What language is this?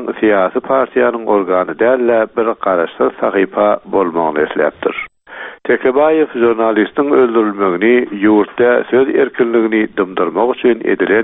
Turkmen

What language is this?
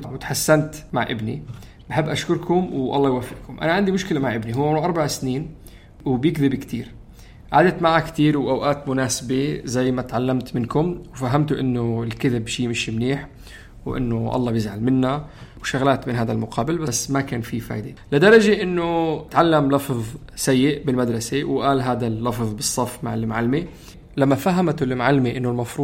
North Levantine Arabic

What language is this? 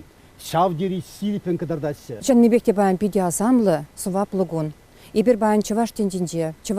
Chuvash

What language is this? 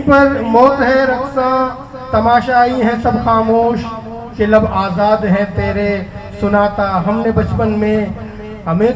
Eastern Balochi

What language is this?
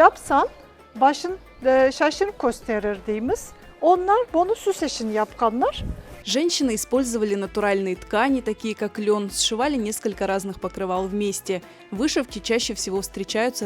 Crimean Tatar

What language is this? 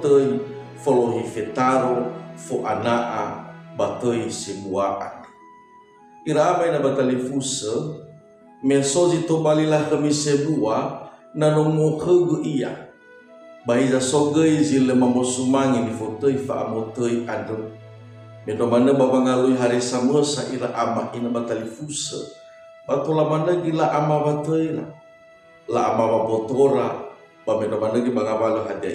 Nias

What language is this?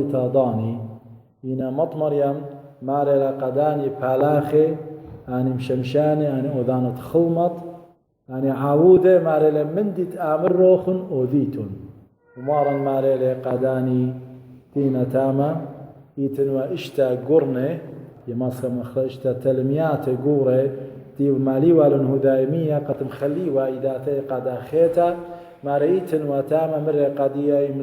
Assyrian Neo-Aramaic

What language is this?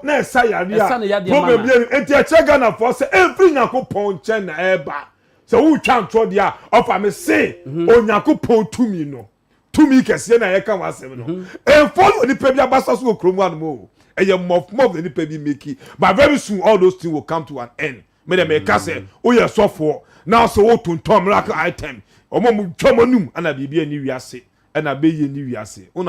Akan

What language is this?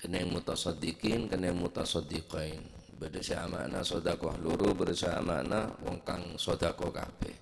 Madurese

